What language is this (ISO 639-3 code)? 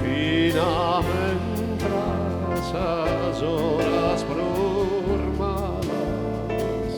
srd